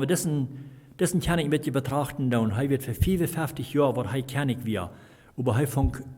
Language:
Plautdietsch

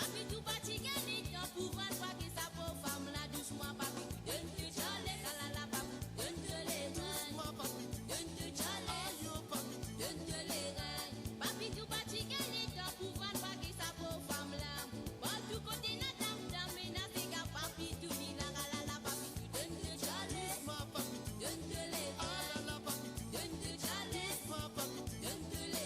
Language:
Morisyen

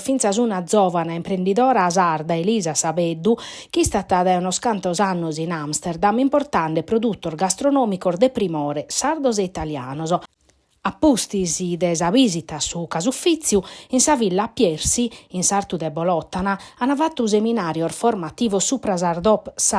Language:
Sardinian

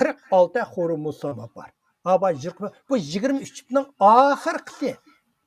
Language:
Uyghur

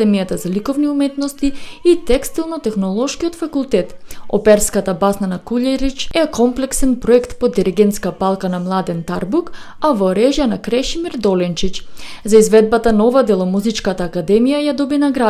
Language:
Macedonian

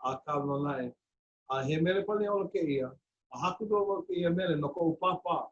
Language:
Hawaiian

